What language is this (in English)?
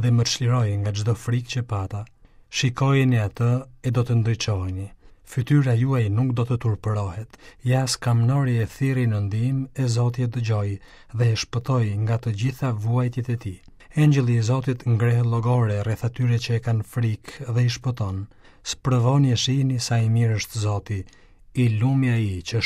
Albanian